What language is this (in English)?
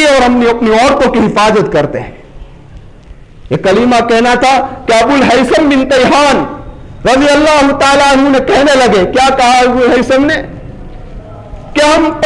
Urdu